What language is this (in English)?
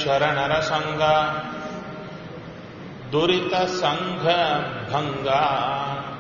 Kannada